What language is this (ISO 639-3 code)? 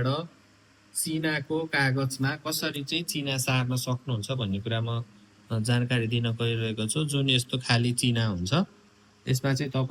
nep